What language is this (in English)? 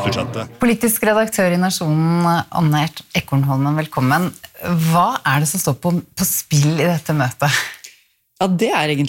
Norwegian